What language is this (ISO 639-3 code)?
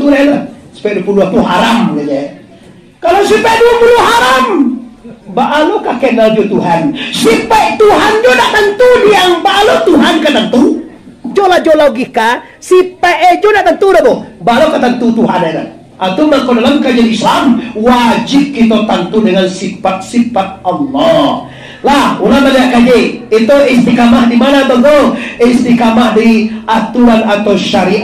min